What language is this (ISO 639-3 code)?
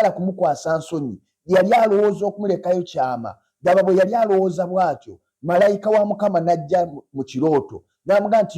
lug